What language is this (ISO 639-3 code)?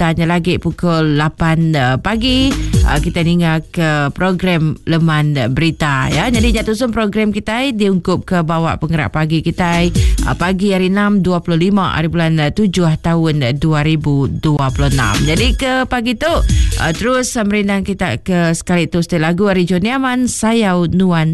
msa